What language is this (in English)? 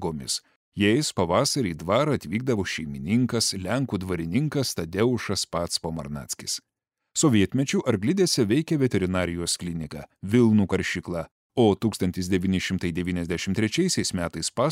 Lithuanian